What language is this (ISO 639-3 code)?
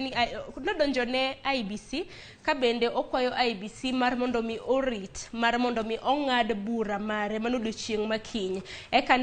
luo